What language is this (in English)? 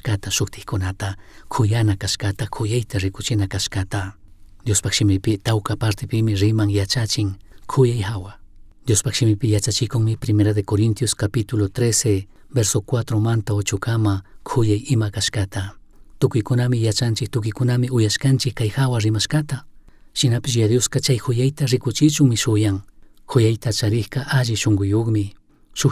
Chimborazo Highland Quichua